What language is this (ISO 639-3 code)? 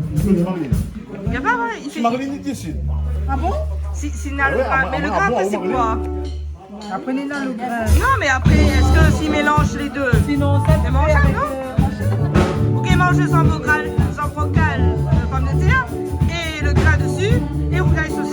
rcf